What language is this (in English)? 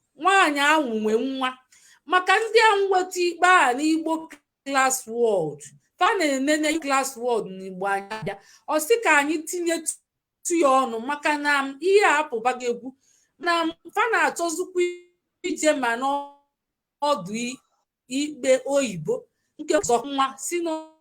Igbo